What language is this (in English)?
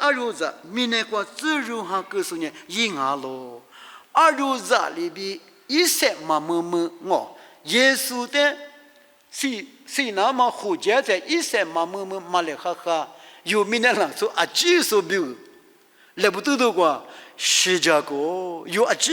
Lisu